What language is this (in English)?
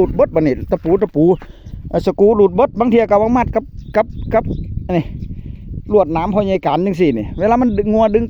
Northeastern Thai